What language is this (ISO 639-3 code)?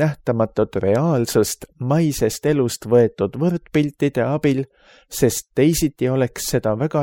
est